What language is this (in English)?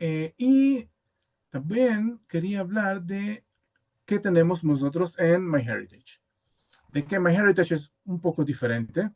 Ladino